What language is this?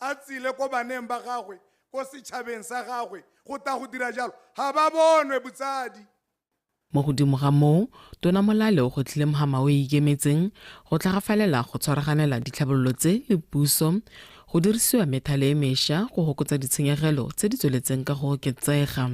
Tswana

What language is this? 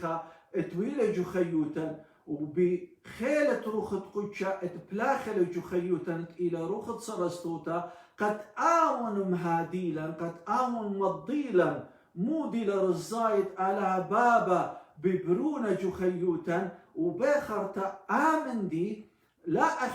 Assyrian Neo-Aramaic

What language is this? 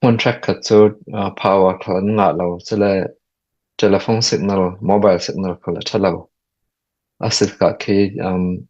Falam Chin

